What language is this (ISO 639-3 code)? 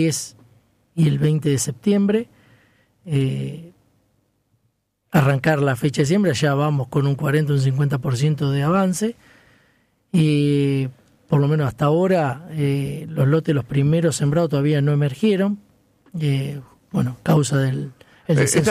spa